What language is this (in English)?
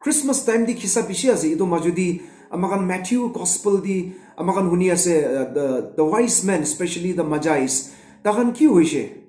Naga Pidgin